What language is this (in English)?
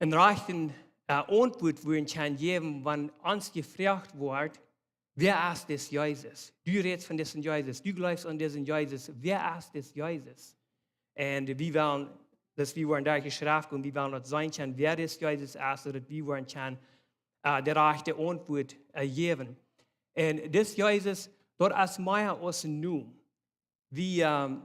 Plautdietsch